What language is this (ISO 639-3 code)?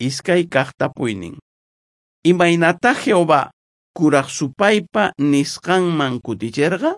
quh